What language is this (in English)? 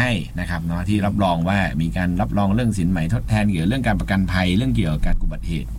Thai